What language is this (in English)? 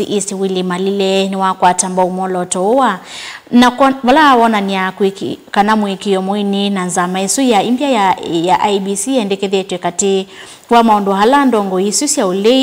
Kamba